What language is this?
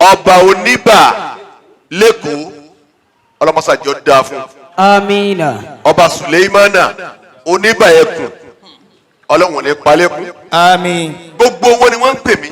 Yoruba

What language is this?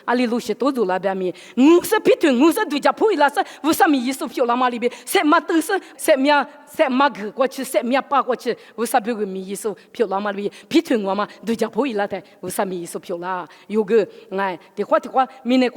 Lisu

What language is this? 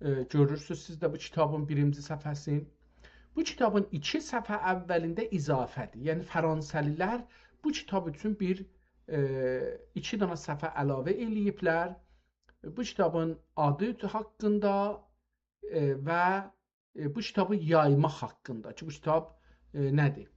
South Azerbaijani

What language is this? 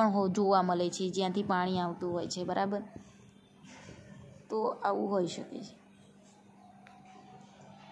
Gujarati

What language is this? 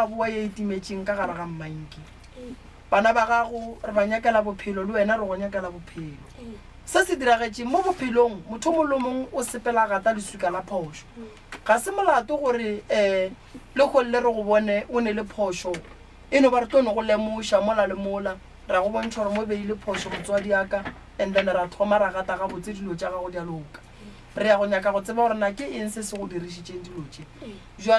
Northern Sotho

